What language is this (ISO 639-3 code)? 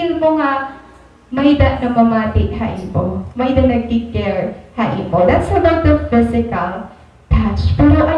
war